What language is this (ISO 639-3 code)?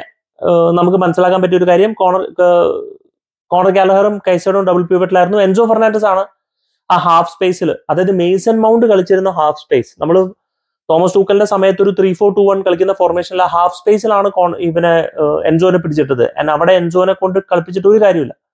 mal